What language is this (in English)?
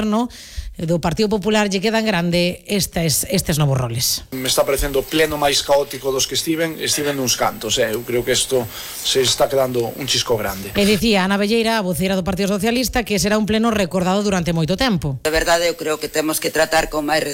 Galician